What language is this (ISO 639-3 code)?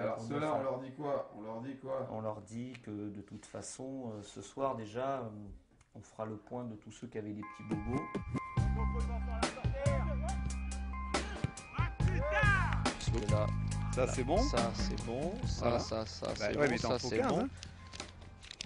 fra